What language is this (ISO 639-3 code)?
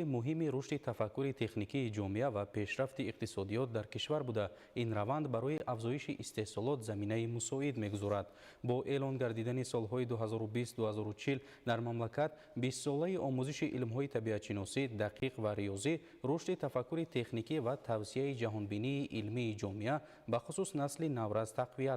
tgk